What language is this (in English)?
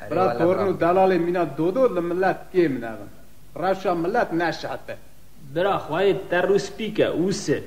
Kurdish